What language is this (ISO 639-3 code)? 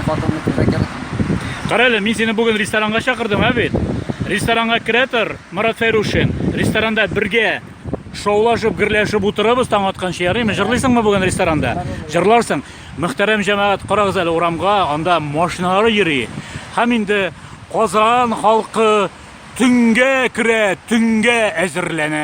tat